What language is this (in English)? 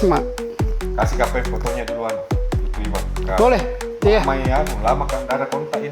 Makassar Malay